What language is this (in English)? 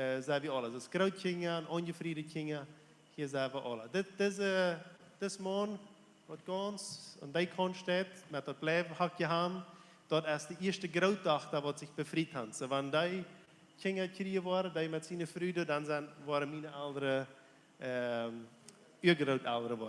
Plautdietsch